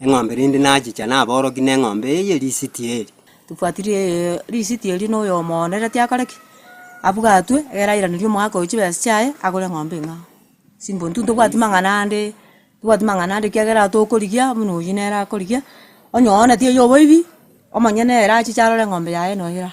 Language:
Gusii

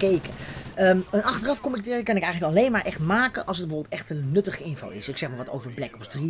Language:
Dutch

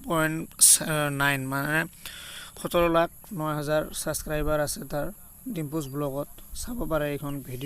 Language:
Assamese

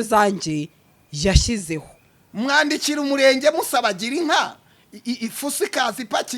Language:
Kinyarwanda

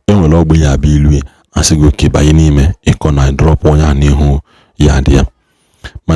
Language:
Igbo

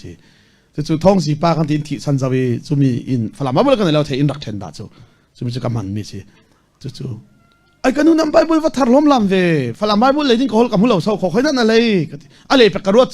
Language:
Falam Chin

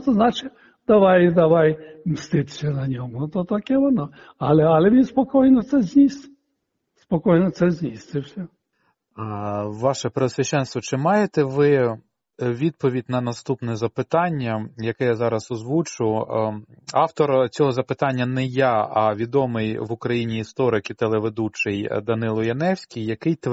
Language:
Ukrainian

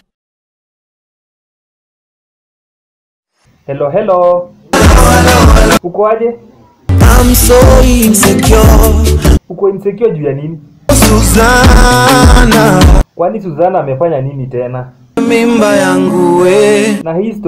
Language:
Swahili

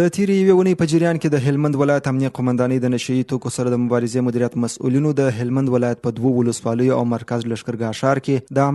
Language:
Pashto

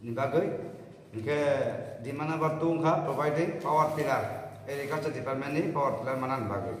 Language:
Kok Borok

